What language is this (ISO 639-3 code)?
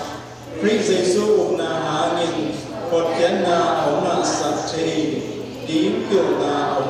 ctd